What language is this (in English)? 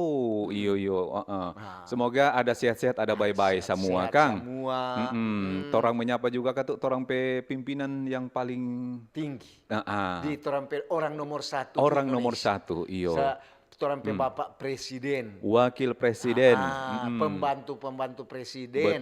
Manado Malay